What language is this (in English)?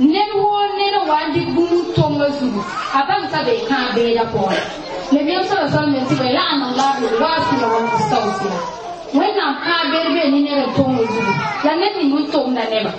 Mossi